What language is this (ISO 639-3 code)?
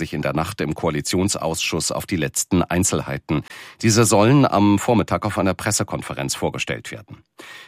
deu